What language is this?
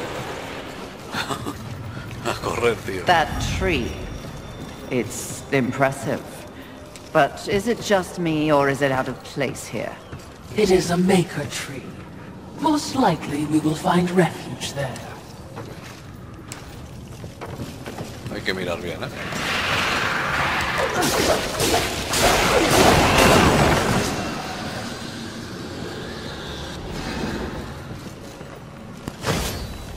Spanish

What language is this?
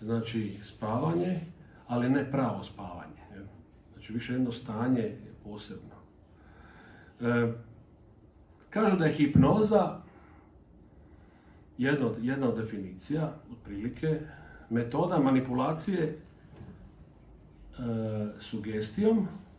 Croatian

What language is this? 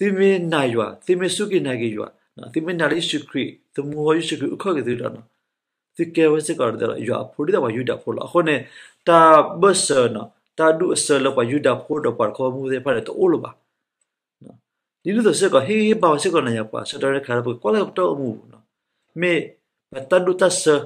S'gaw Karen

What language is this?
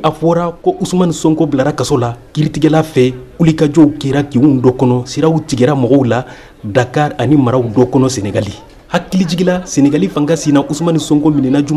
Bambara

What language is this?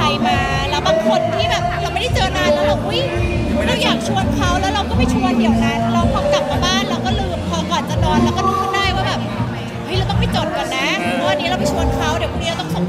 Thai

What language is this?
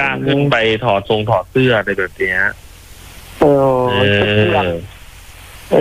Thai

